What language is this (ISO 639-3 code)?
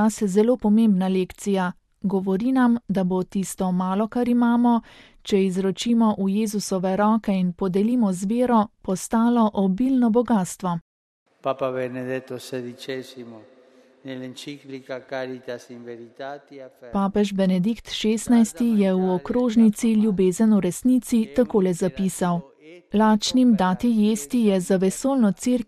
slv